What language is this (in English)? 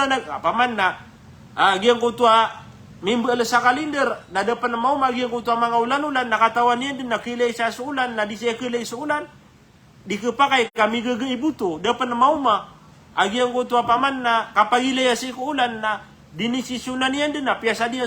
Maranao